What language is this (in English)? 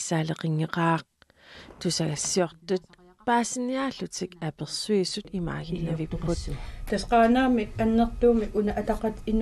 Kalaallisut